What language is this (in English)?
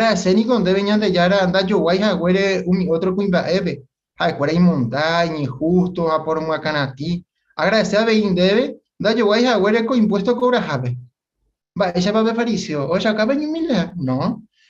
Guarani